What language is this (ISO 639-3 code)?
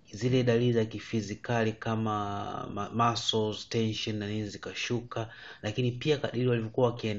swa